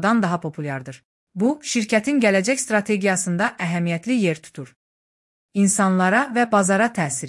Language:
Azerbaijani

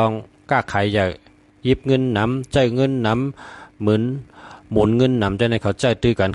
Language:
Shan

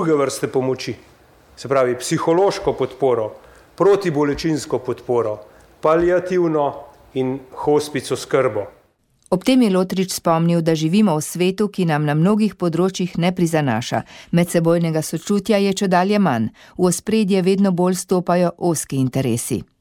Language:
Slovenian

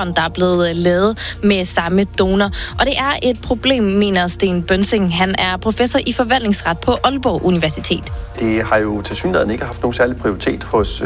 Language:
Danish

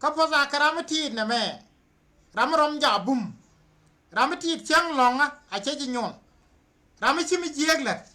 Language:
Nuer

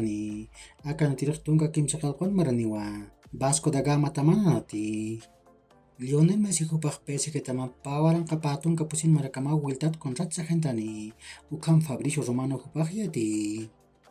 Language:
Aymara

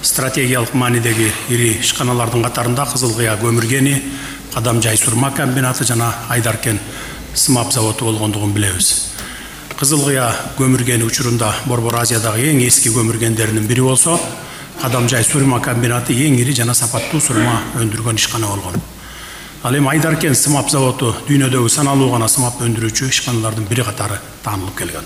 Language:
Kyrgyz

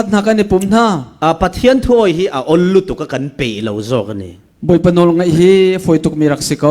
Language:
Falam Chin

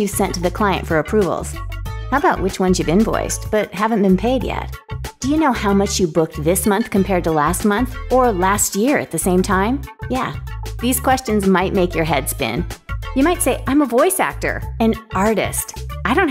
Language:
English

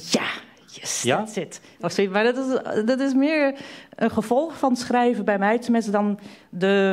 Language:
Dutch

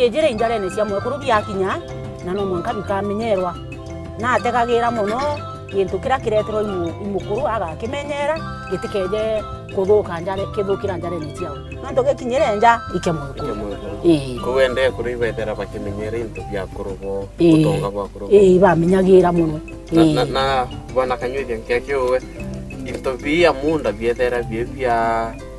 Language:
Meru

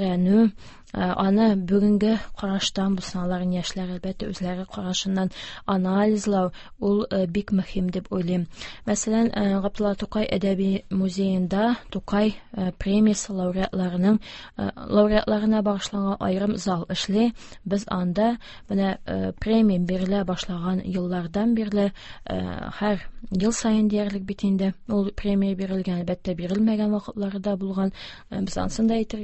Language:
Tatar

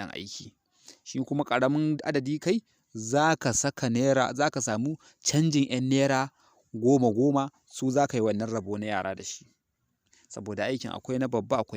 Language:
Hausa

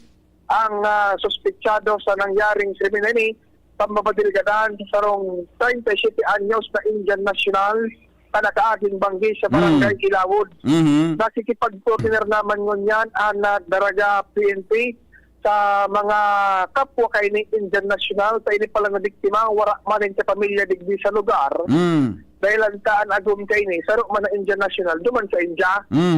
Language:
Bikol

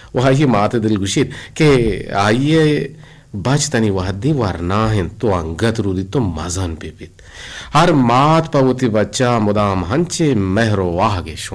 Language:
Eastern Balochi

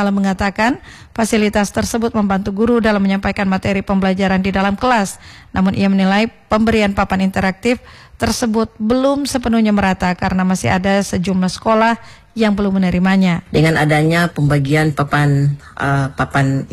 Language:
Indonesian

